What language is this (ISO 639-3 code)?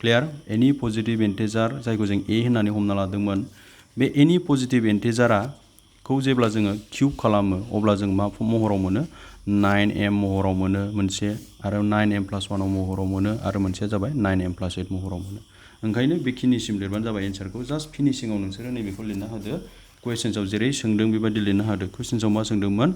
brx